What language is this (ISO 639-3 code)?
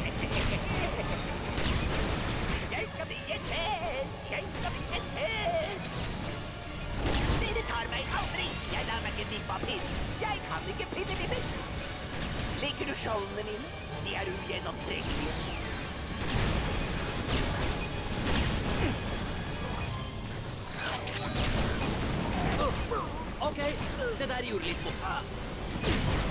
nor